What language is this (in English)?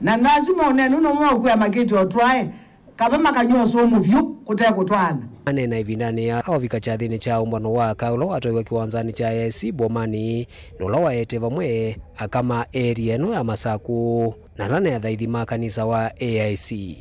Kamba